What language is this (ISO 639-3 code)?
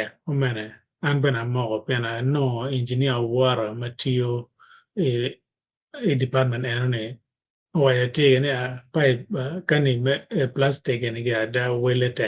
ach